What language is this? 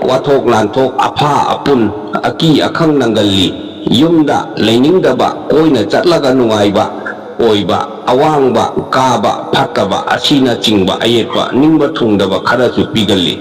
Manipuri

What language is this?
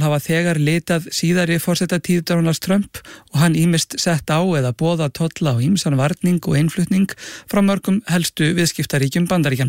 Icelandic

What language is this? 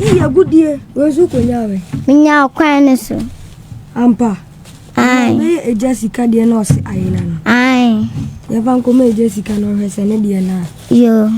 Akan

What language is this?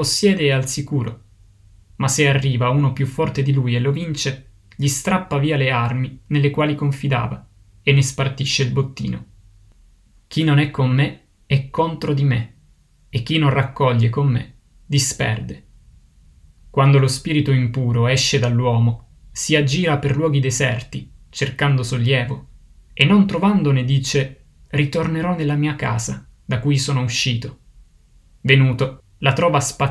Italian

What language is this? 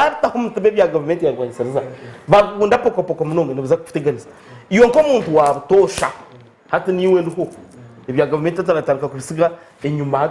Nyankole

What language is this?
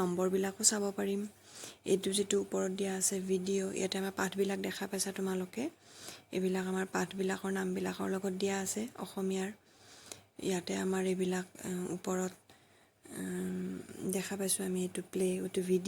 Assamese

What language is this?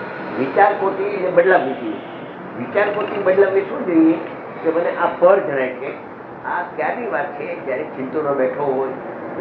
Gujarati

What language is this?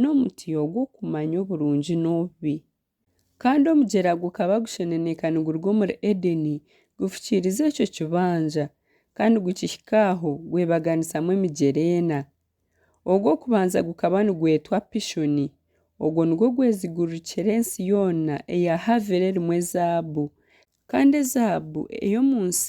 Nyankole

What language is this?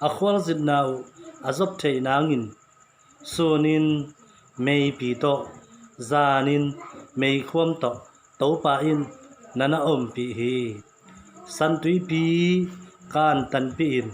Tedim Chin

